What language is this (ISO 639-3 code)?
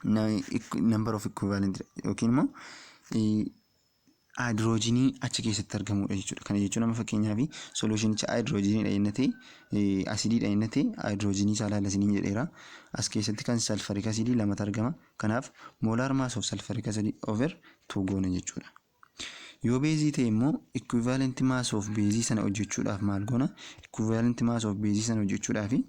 orm